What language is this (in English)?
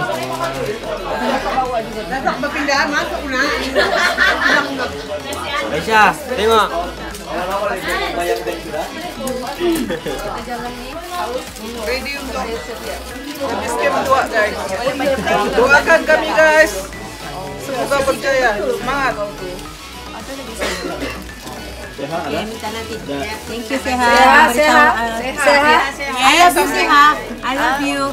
Malay